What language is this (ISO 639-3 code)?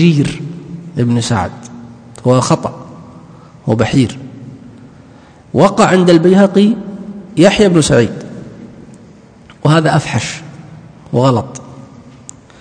ara